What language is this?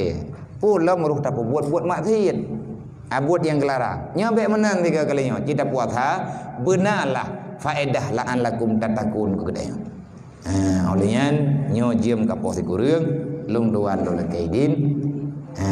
Achinese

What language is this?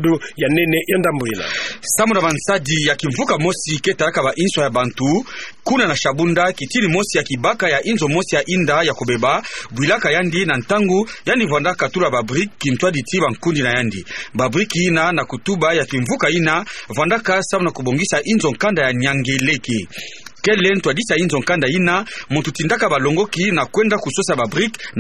Kituba (Democratic Republic of Congo)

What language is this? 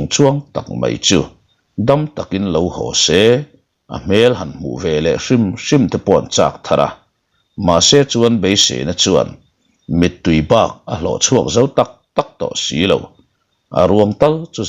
Mizo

